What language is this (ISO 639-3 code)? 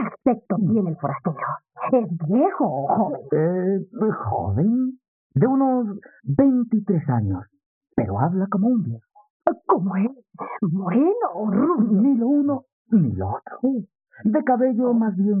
spa